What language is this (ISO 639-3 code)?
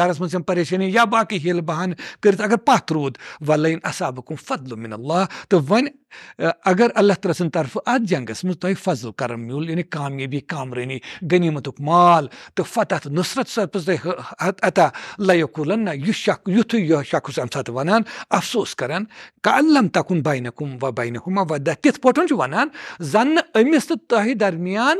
kas